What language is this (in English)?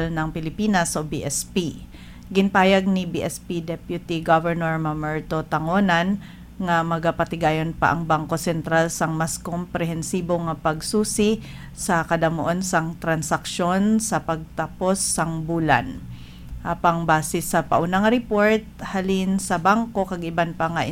Hiligaynon